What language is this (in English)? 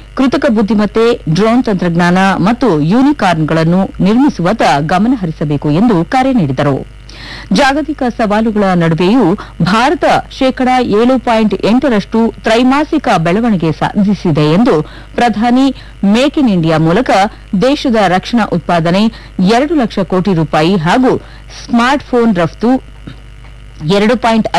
Kannada